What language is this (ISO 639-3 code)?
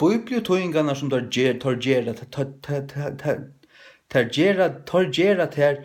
fao